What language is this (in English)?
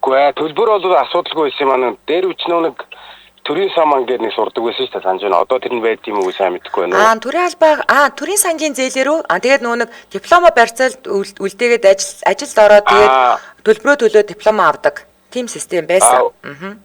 Mongolian